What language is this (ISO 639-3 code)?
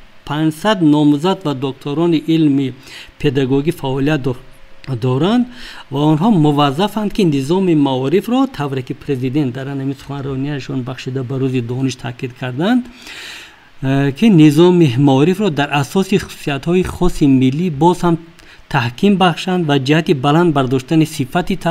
tgk